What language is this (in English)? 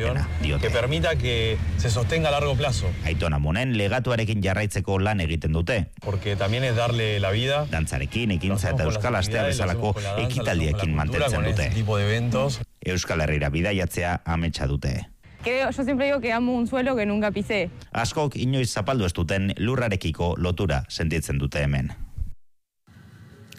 Basque